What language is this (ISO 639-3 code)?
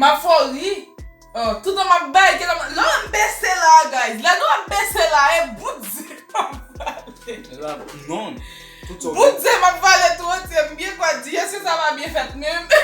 hat